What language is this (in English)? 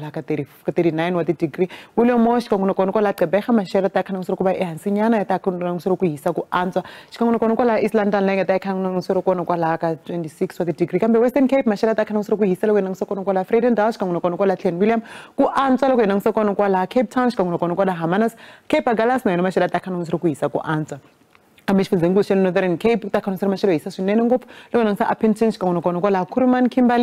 Tsonga